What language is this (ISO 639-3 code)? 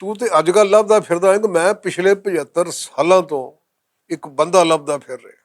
lah